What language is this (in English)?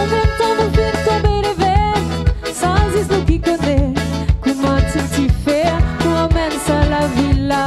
Réunion Creole French